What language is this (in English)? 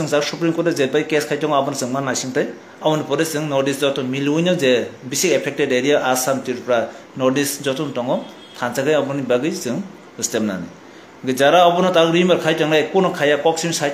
Kok Borok